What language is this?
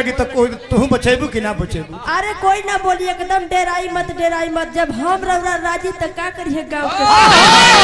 Bhojpuri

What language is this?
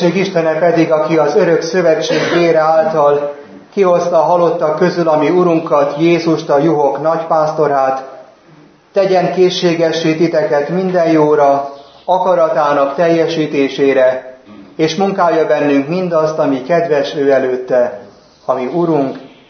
Hungarian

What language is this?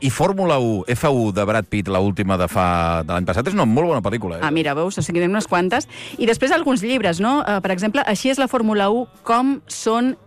Catalan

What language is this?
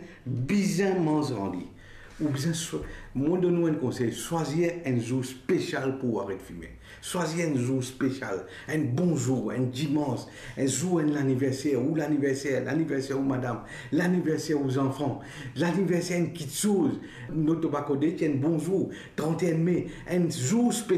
Morisyen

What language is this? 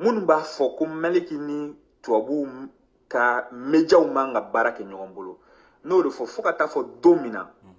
Bambara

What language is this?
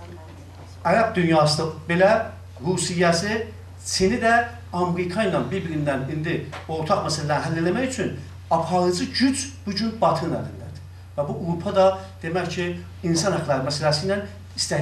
South Azerbaijani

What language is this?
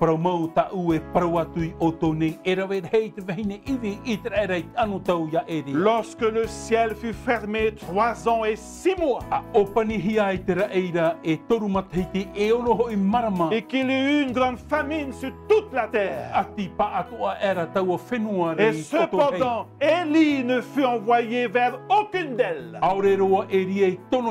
Tahitian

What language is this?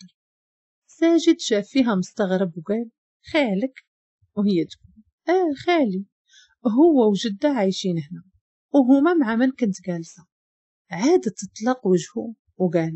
Moroccan Arabic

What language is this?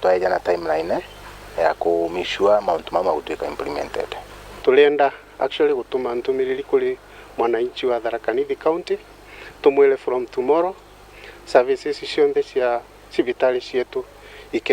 Meru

